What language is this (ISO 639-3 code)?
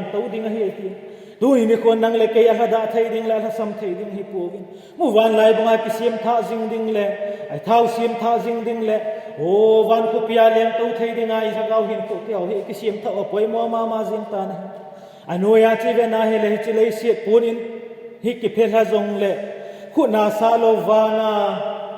tcz